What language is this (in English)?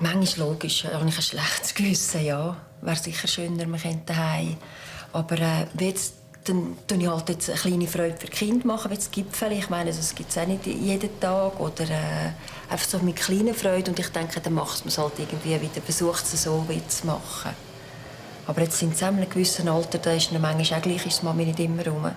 Swiss German